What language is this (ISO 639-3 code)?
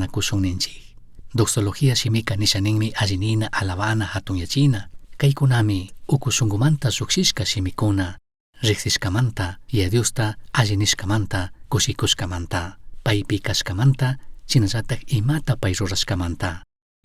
qug